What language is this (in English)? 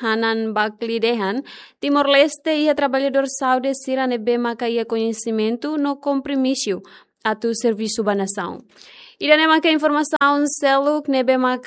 Tetum